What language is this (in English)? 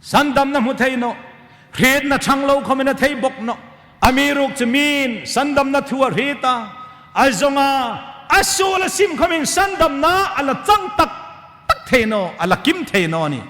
Hmar